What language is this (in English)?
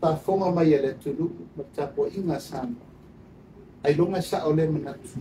Samoan